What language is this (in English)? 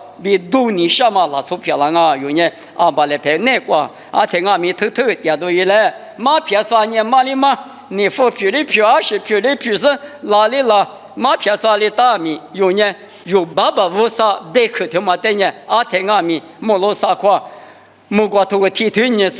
Lisu